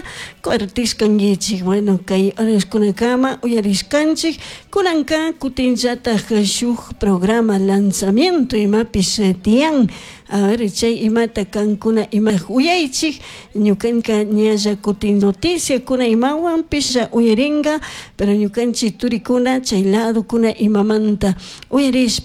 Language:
Chimborazo Highland Quichua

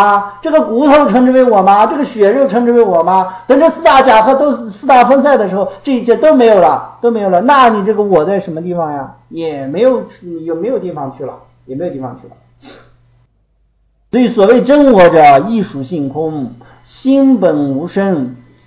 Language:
Chinese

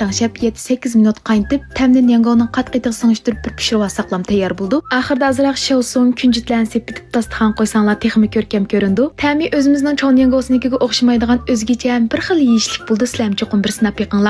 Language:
Uyghur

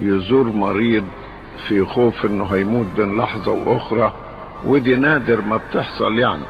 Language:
Egyptian Arabic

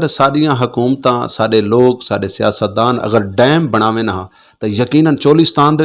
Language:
Saraiki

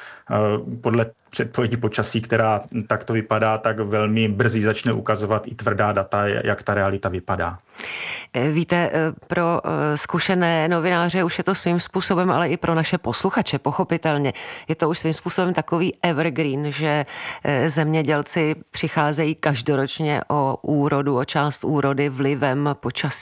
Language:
Czech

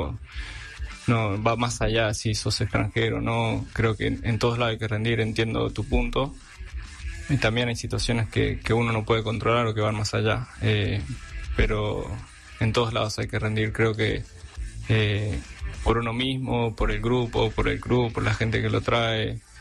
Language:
Spanish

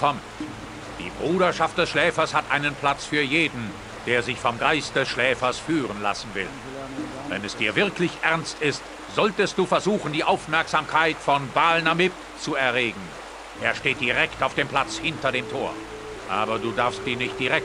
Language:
Bavarian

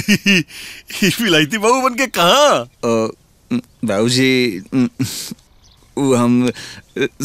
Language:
Bhojpuri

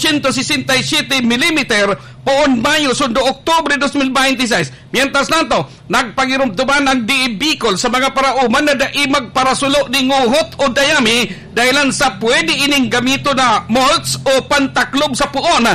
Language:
Bikol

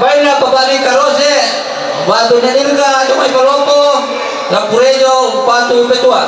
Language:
Toraja-Sa'dan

